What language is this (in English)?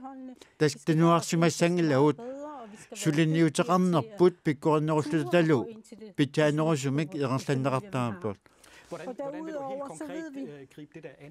Kalaallisut